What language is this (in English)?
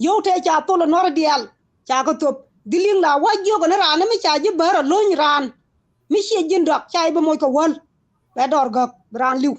Nuer